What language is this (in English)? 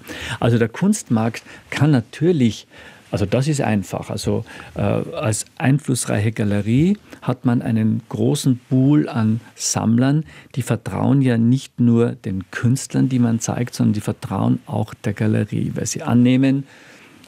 German